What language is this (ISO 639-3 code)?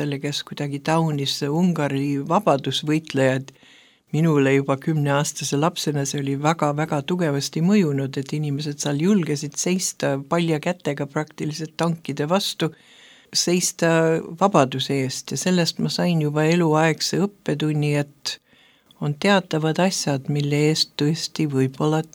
est